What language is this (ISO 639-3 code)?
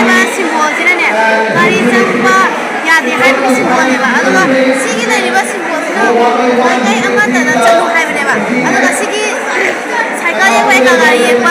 mni